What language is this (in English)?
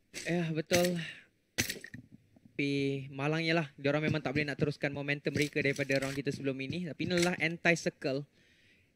Malay